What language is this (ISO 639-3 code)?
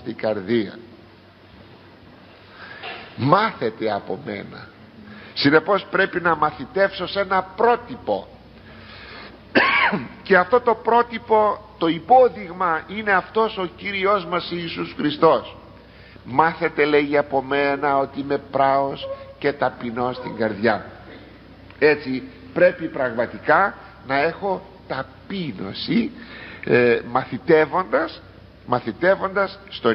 ell